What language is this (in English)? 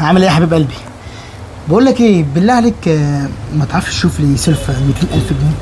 Egyptian Arabic